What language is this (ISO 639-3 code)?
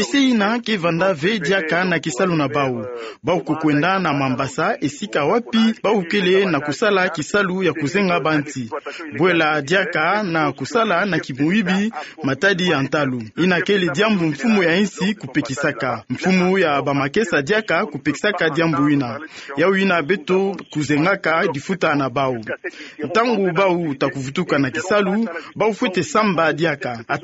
ktu